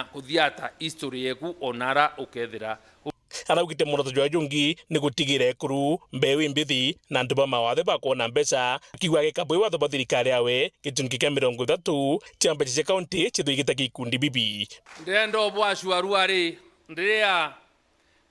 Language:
Meru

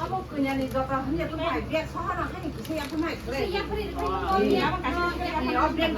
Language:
Kok Borok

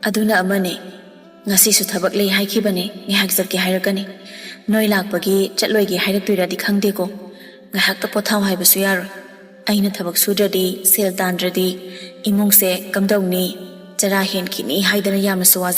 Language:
Manipuri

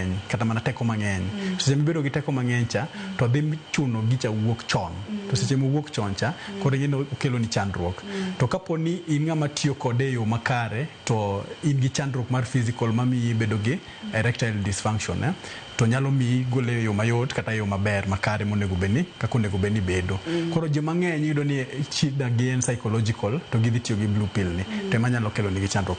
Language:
Luo (Kenya and Tanzania)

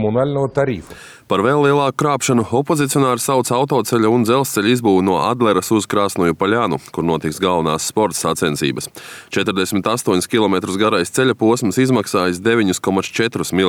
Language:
Latvian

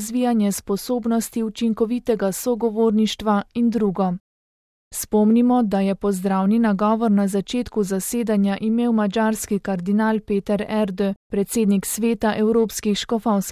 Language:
Slovenian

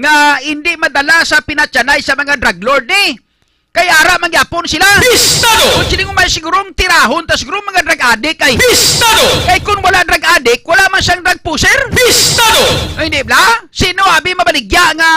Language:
Hiligaynon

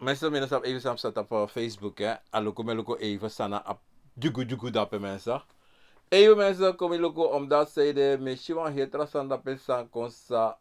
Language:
Sranan Tongo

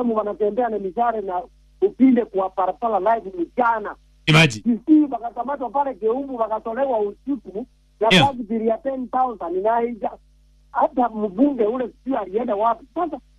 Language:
Swahili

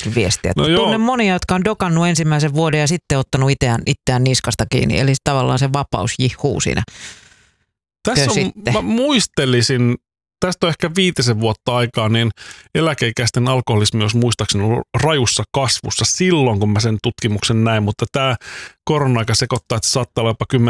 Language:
Finnish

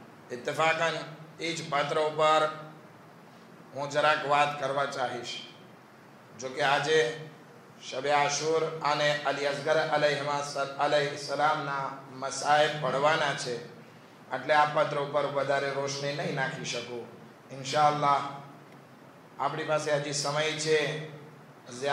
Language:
Gujarati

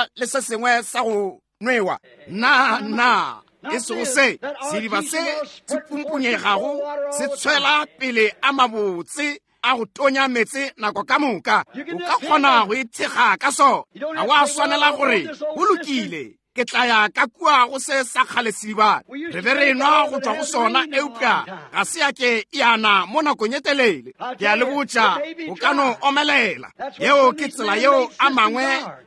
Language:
Northern Sotho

